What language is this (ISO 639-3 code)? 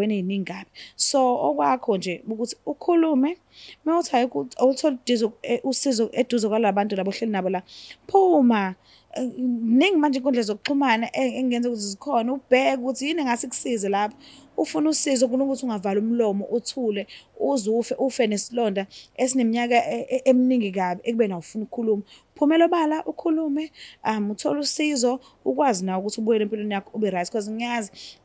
zul